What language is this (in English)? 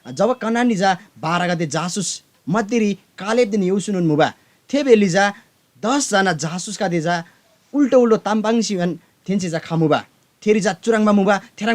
Eastern Tamang